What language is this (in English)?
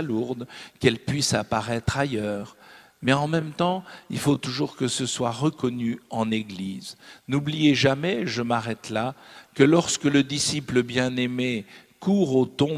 French